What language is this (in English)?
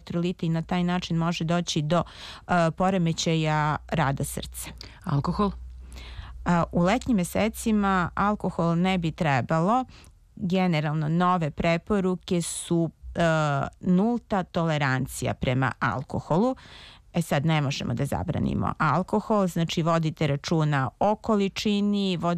Serbian